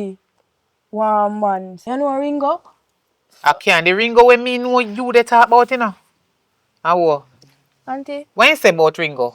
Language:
Jamaican Creole English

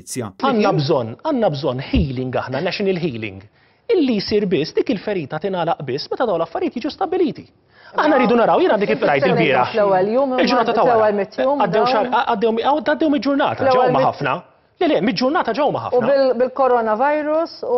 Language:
Maltese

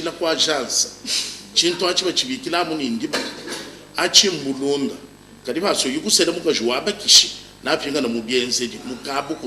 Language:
Luba-Lulua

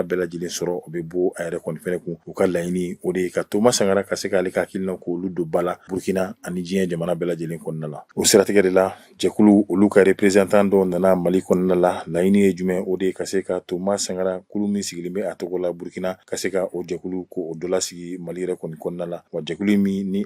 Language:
Bambara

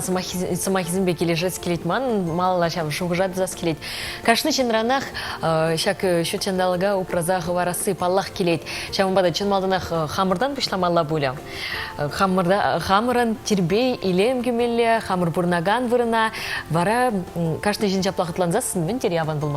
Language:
Chuvash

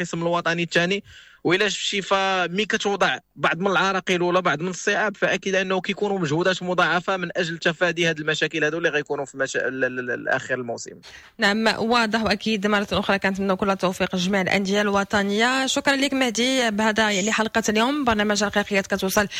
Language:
Moroccan Arabic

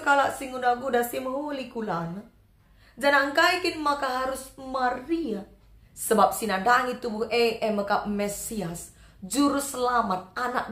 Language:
Batak Karo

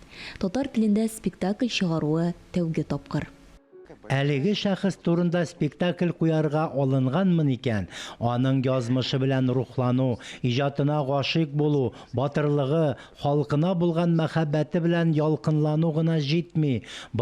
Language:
Tatar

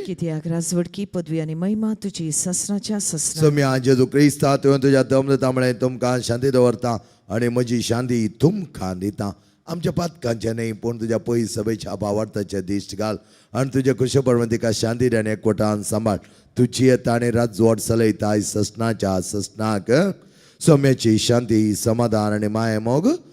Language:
Konkani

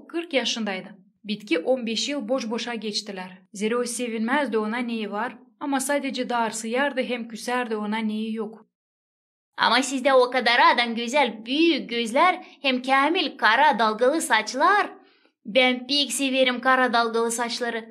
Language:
Gagauz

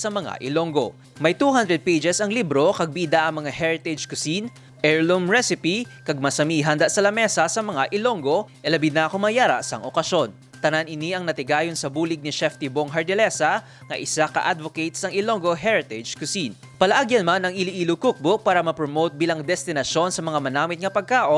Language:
Hiligaynon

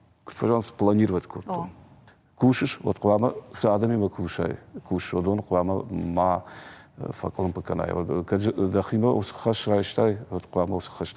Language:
Ossetic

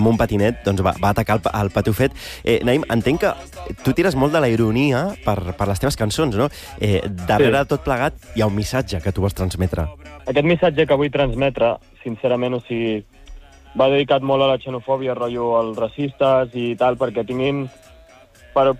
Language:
Catalan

